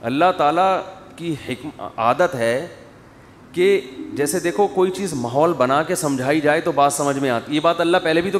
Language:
Urdu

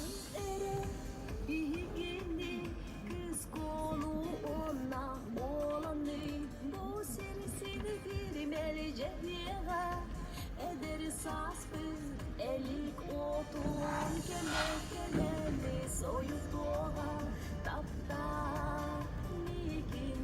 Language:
Yakut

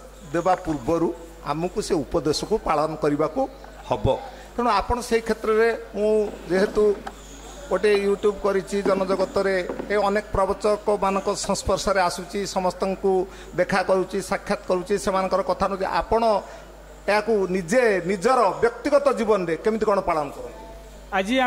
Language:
Odia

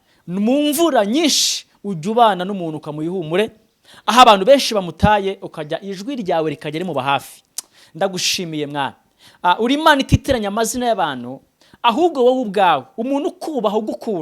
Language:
Kinyarwanda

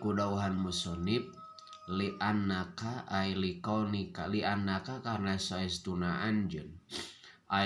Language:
Sundanese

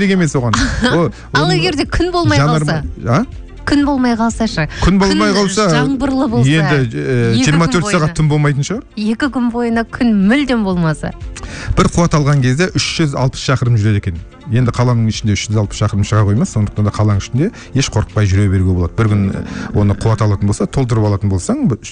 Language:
Kazakh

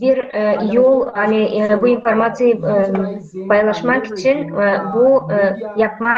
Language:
Gagauz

